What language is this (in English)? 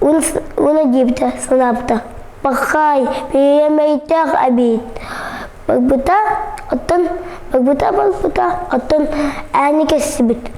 Yakut